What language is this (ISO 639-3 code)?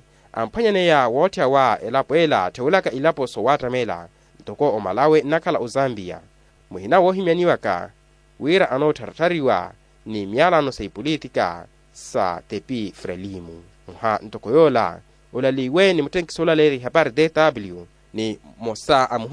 vmw